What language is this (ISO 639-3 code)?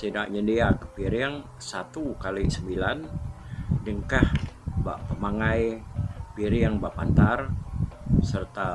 iba